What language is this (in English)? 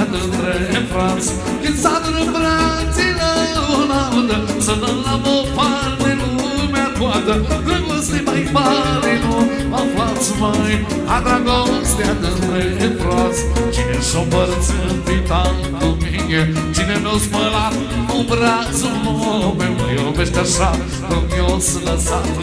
Romanian